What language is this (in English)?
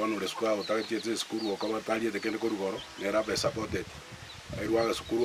Gusii